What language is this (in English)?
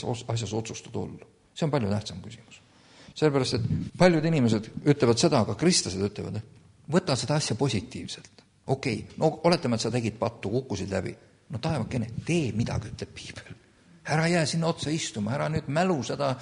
Estonian